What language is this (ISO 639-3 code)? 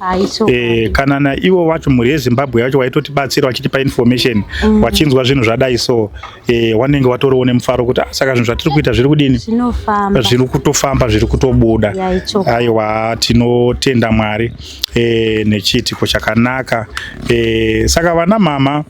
sna